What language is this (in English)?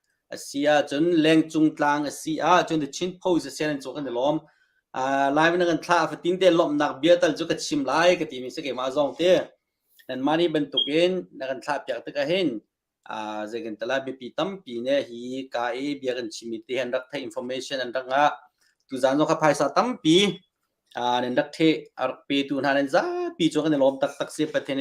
Hakha Chin